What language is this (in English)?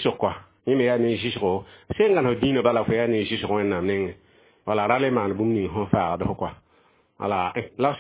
Mossi